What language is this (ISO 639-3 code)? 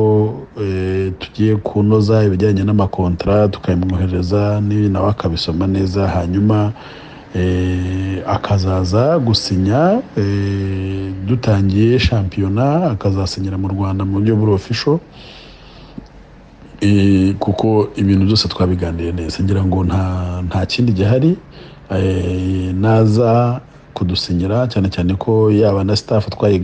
kin